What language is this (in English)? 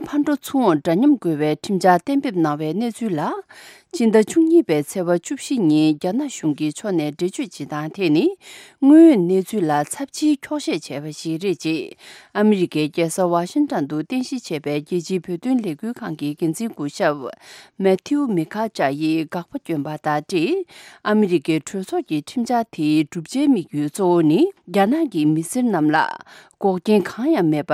Tibetan